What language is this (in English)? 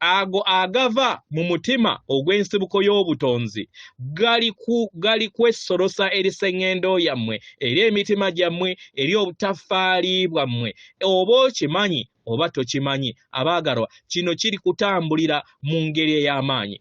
Ganda